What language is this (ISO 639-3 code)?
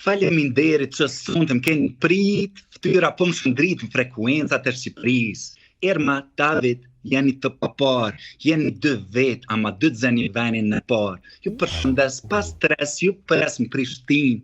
sqi